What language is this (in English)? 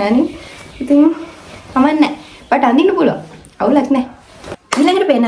Sinhala